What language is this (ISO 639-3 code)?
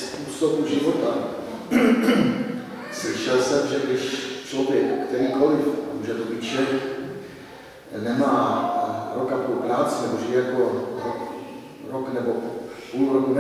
ces